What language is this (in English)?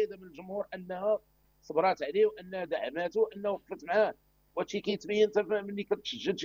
Moroccan Arabic